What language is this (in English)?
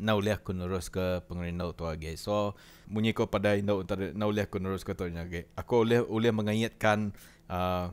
Iban